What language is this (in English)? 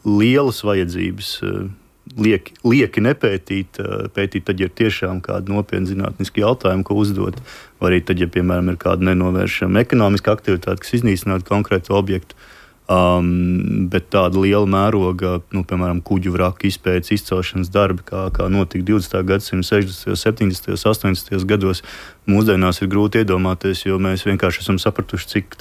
Latvian